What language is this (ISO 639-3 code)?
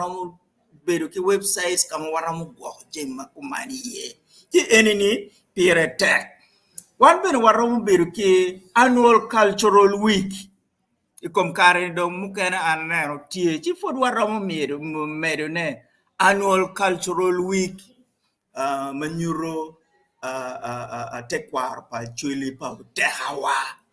ach